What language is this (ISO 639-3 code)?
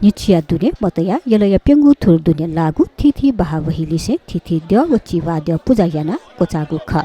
new